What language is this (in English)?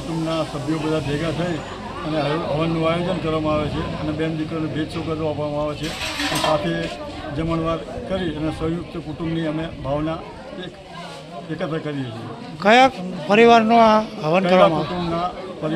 Gujarati